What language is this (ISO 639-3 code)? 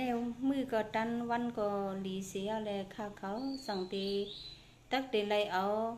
shn